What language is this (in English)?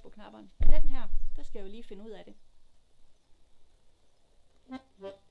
Danish